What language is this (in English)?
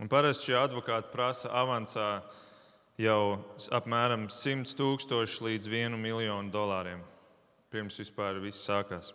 Latvian